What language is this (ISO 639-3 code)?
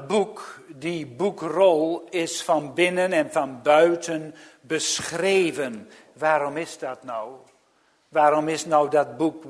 nld